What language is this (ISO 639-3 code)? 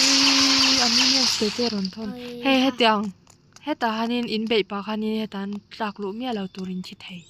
lus